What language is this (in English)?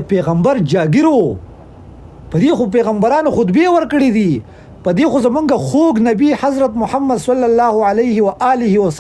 Pashto